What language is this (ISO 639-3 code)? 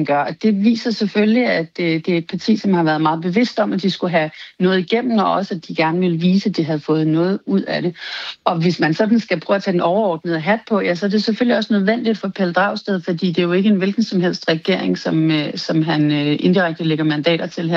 dan